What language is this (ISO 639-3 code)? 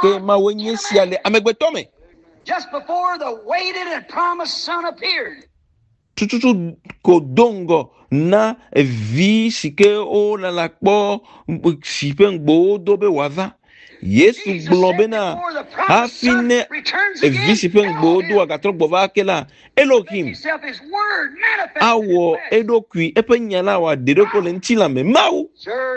ewe